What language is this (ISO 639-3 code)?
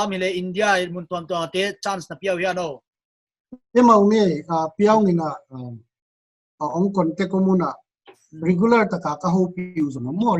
pck